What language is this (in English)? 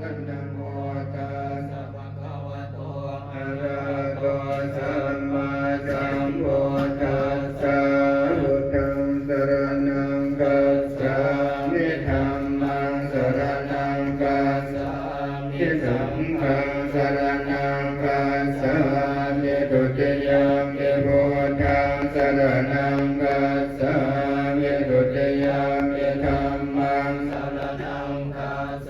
Pali